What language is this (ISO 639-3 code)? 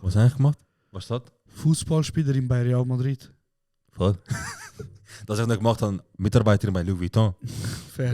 gsw